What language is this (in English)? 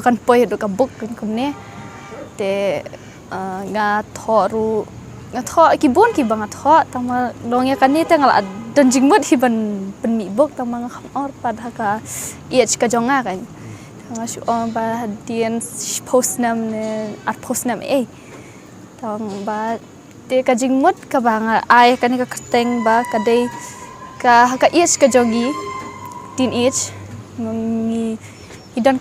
Khasi